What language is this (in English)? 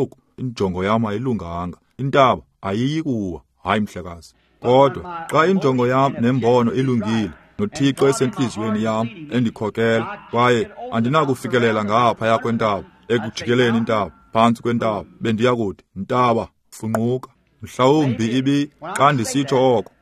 Xhosa